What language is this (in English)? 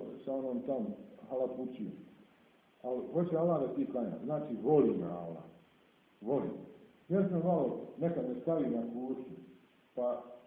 Bosnian